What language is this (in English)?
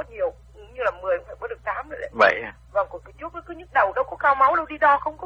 Vietnamese